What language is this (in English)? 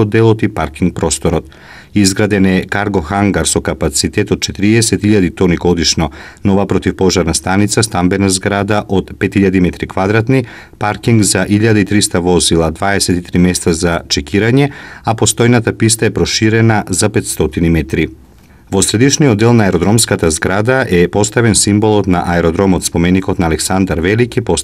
Macedonian